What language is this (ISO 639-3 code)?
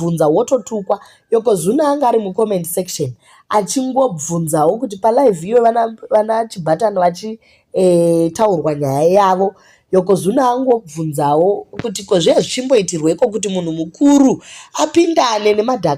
sna